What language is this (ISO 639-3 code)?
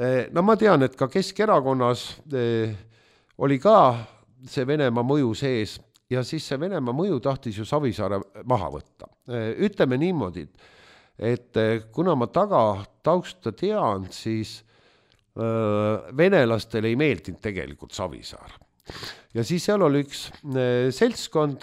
est